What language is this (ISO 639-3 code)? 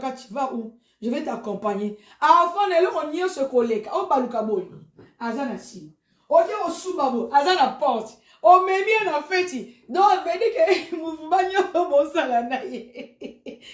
lin